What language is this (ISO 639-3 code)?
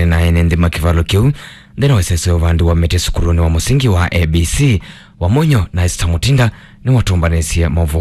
kam